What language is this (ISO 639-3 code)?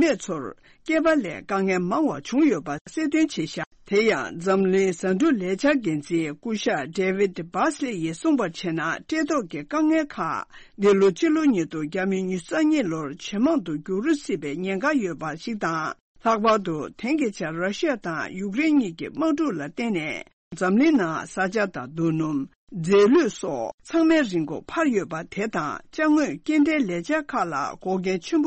bod